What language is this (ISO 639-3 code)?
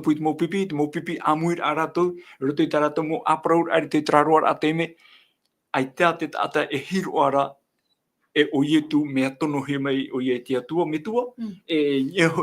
tah